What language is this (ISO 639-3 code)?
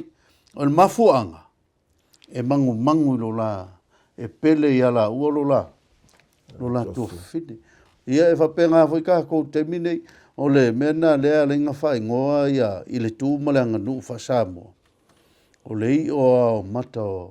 smo